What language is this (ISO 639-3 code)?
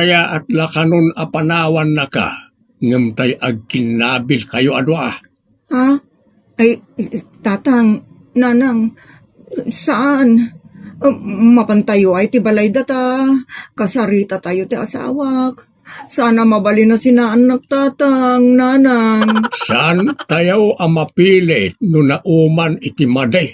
ilo